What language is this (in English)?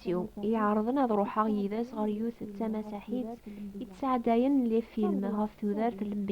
Kabyle